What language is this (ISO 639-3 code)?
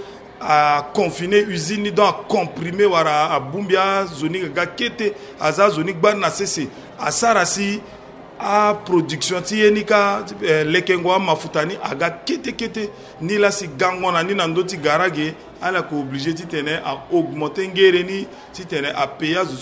sag